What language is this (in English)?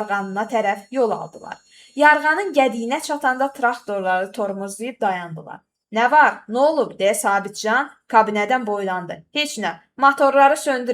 Azerbaijani